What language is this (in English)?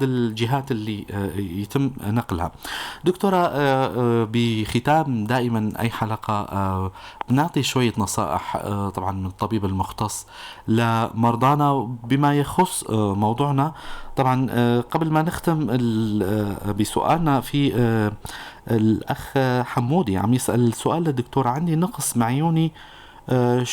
North Levantine Arabic